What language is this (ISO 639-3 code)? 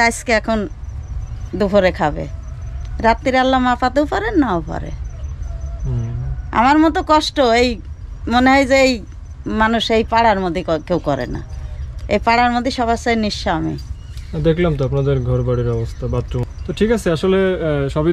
ben